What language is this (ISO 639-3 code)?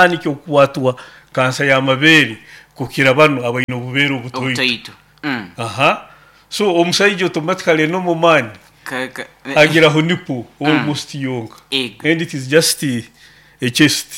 nyo